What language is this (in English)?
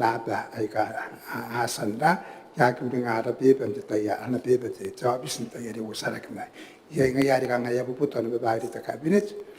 Gilbertese